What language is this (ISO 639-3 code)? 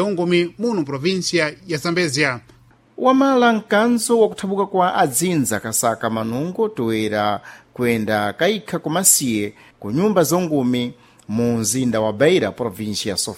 seh